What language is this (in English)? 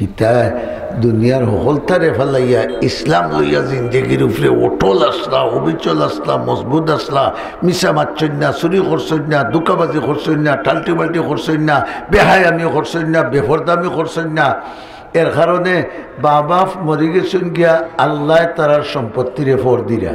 Sylheti